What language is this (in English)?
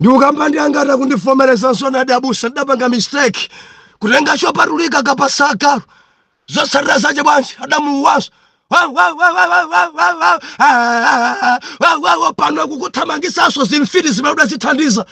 Nyanja